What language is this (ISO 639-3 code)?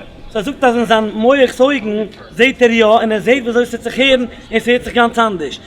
yid